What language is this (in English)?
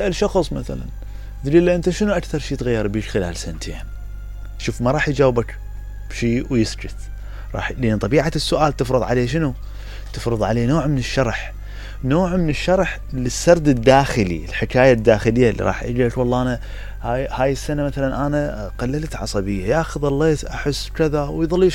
Mesopotamian Arabic